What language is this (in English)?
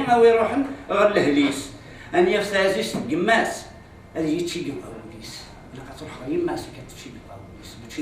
Kabyle